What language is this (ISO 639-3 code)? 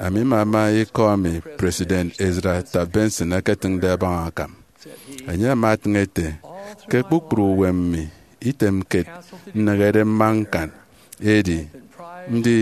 efi